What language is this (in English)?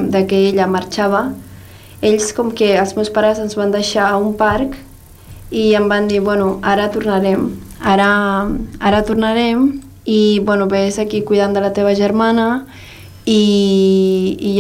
Catalan